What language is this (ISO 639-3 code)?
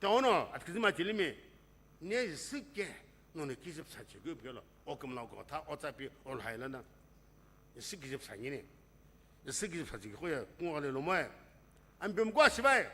nsm